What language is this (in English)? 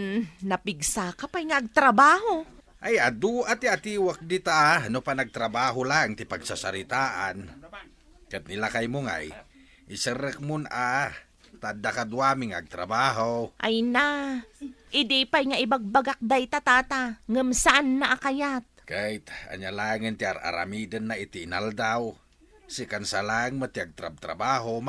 Iloko